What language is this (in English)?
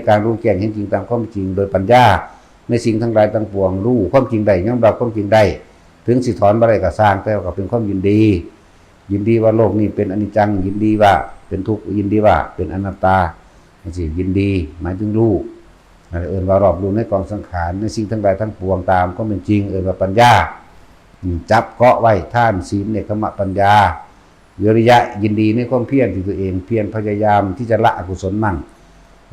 Northeastern Thai